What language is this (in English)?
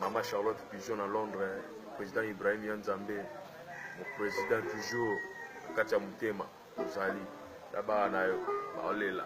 Lingala